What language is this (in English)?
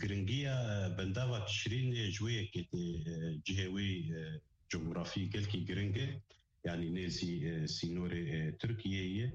Kurdish